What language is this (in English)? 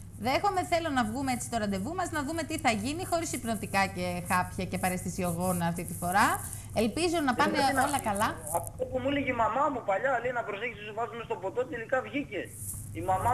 Greek